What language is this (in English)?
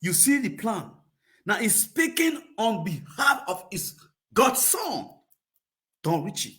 Nigerian Pidgin